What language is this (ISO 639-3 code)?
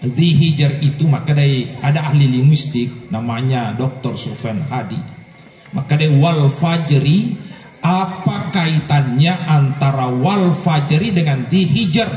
bug